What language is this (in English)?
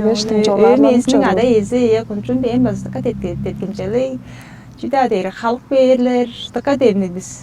Tuvinian